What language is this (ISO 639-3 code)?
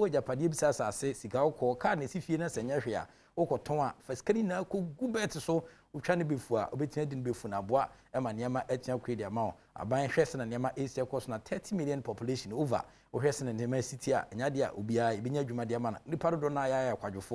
aka